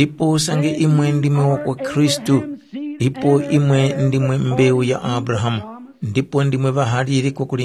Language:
Tumbuka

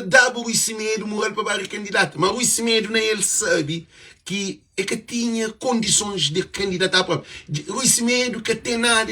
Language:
Kabuverdianu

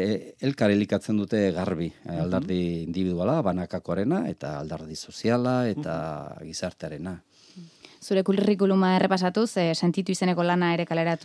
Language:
Basque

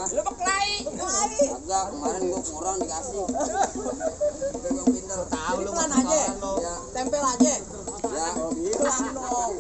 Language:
Betawi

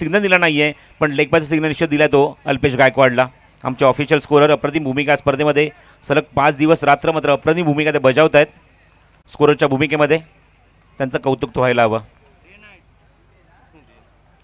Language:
Marathi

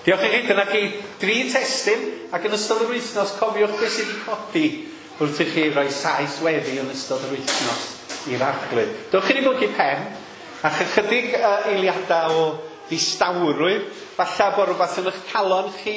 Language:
Welsh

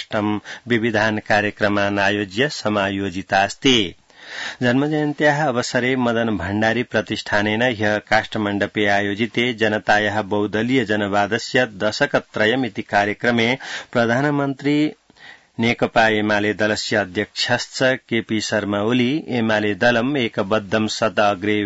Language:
Sanskrit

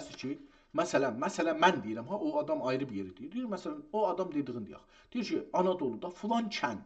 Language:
South Azerbaijani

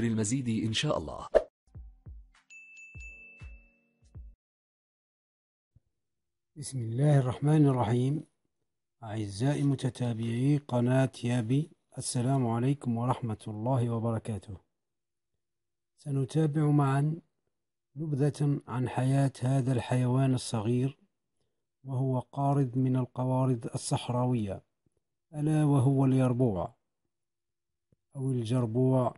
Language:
Arabic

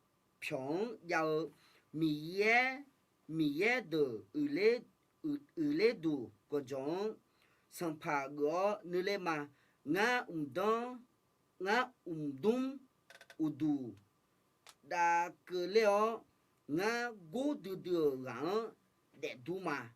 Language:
Akha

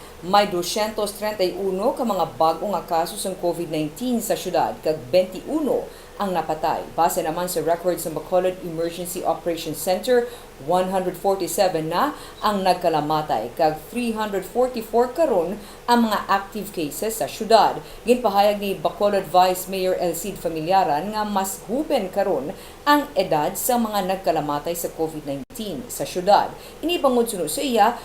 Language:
Hiligaynon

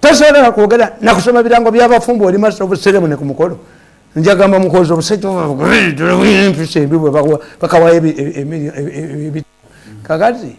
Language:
Ganda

